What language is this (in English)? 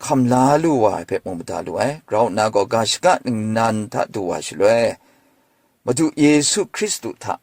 Kachin